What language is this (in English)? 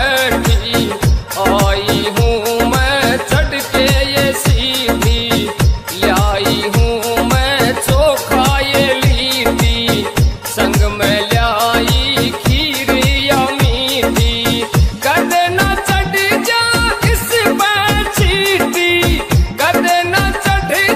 Haryanvi